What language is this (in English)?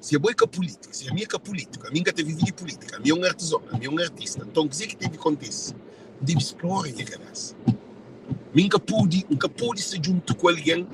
Kabuverdianu